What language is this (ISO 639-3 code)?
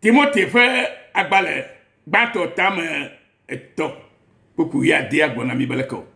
ewe